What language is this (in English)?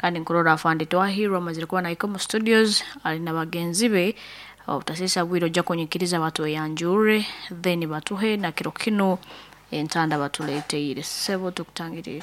Nyankole